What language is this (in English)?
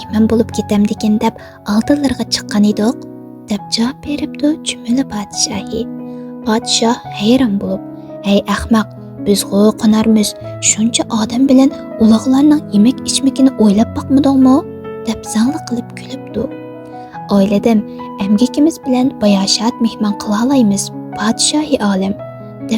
Uyghur